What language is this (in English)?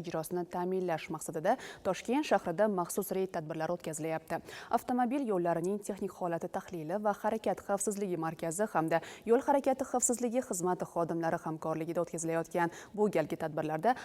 Uzbek